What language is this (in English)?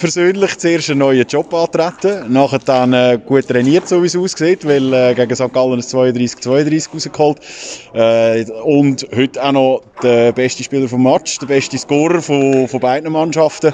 German